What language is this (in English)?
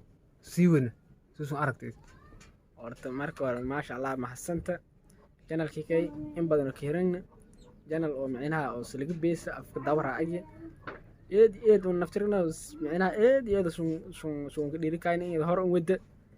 Somali